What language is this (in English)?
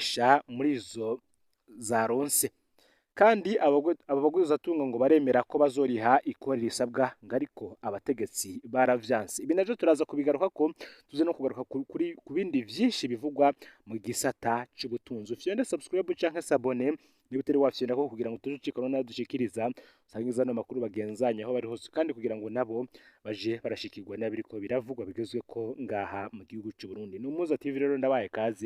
Rundi